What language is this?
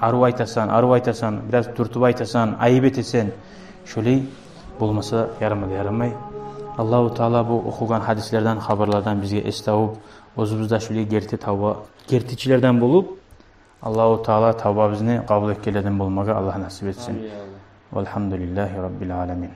Kumyk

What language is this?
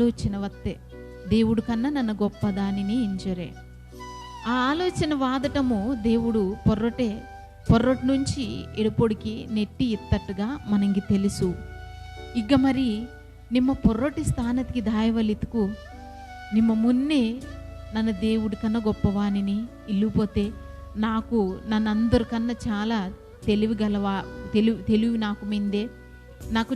Koya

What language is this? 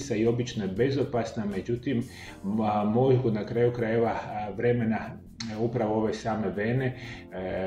Croatian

